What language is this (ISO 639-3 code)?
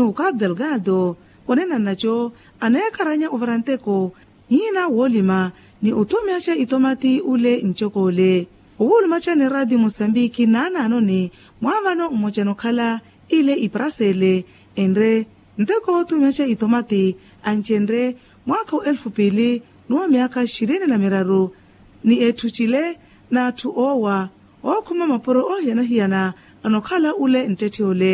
vmw